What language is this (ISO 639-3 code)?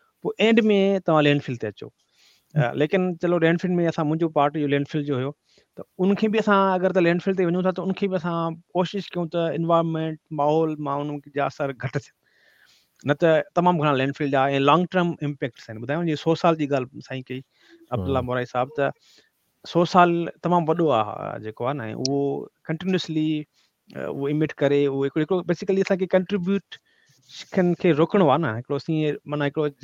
snd